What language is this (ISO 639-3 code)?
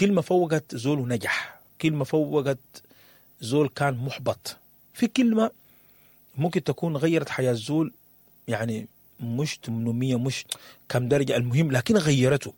apd